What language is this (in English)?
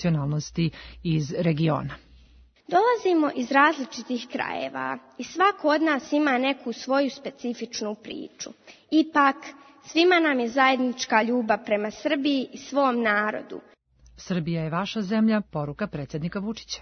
Serbian